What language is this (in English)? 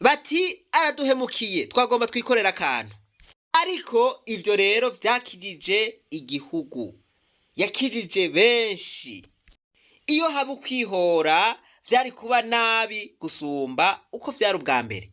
Rundi